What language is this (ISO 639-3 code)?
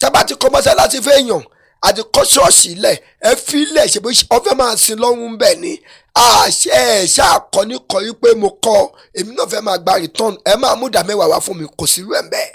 yor